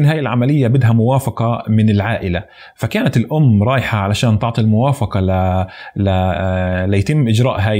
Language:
North Levantine Arabic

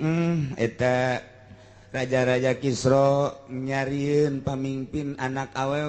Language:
Sundanese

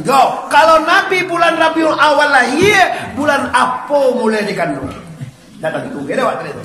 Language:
Minangkabau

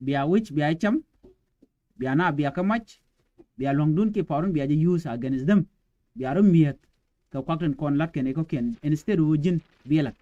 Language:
Nuer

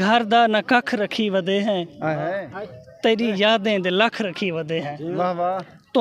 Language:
Saraiki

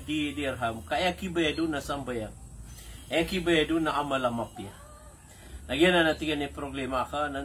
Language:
Maranao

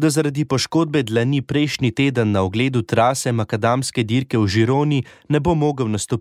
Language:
Slovenian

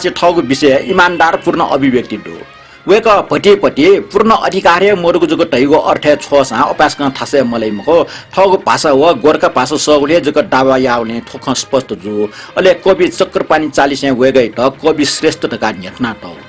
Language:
Newari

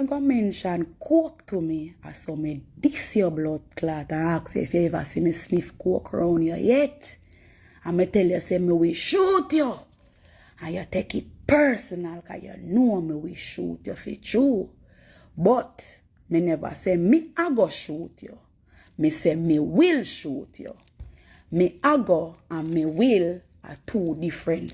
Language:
Jamaican Creole English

